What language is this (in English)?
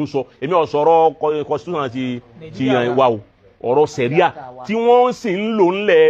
Yoruba